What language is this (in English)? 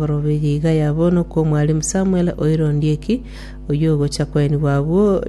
Gusii